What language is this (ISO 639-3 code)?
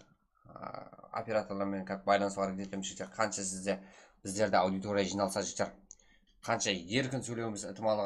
kaa